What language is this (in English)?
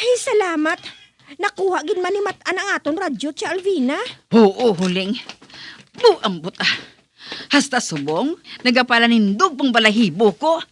Hiligaynon